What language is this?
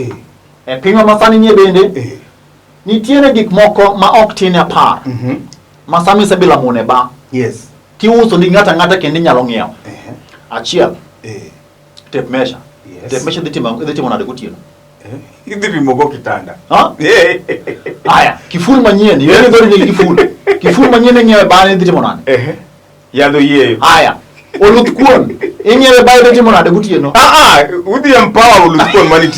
Luo (Kenya and Tanzania)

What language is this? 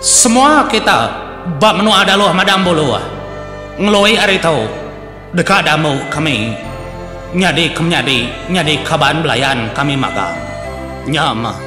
Iban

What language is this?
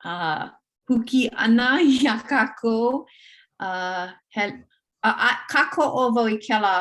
Hawaiian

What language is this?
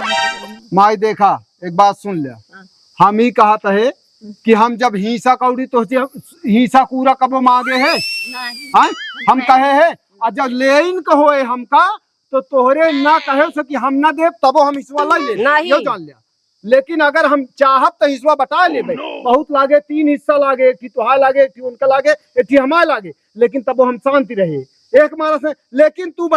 Awadhi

